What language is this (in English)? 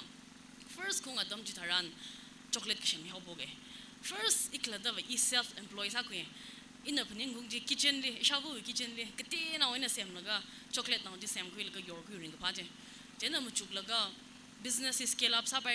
Tangkhul Naga (India)